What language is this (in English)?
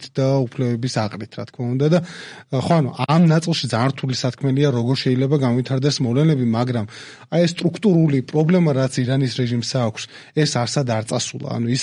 Georgian